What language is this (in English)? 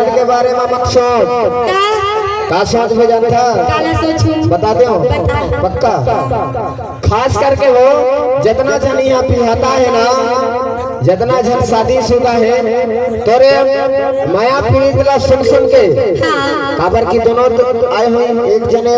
Chhattisgarhi